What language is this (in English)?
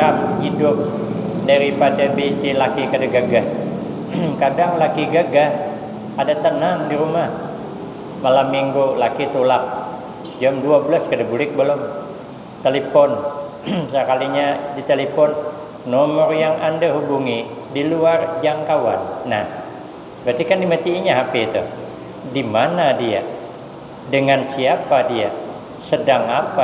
Banjar